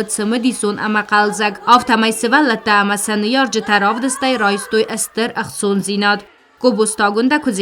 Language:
Ossetic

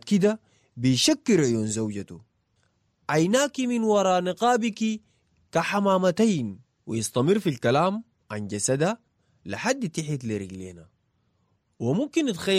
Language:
Sudanese Arabic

